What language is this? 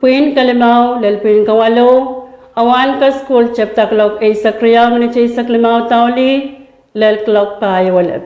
Pohnpeian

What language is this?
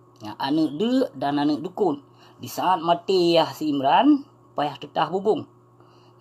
Achinese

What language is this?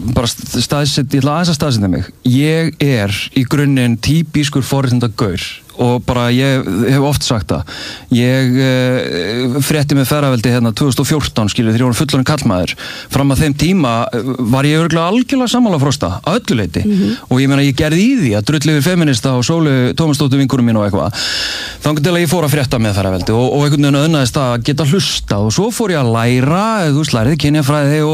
Icelandic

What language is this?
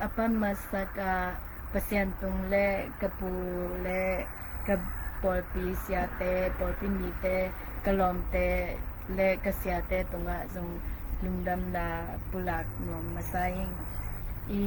Tedim Chin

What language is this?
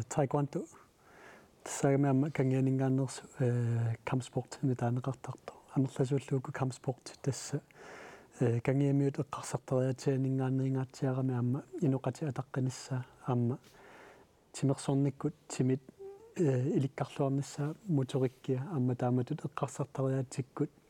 Kalaallisut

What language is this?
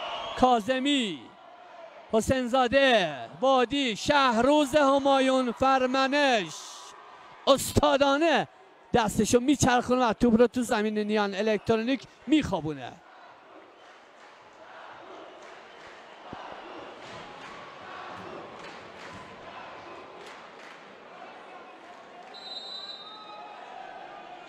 Persian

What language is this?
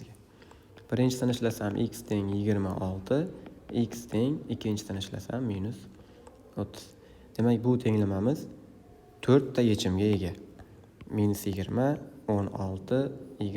Uzbek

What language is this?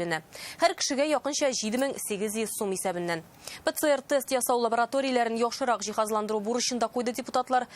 Tatar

